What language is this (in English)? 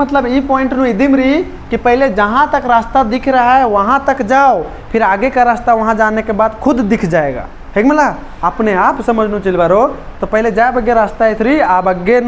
Kurukh